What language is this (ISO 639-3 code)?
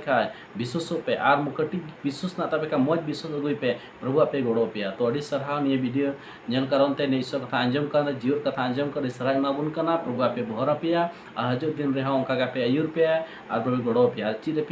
sat